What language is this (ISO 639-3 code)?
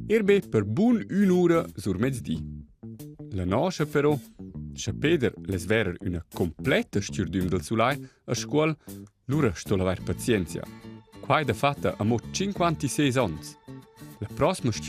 roh